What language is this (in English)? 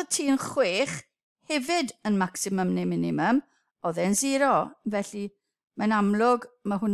Welsh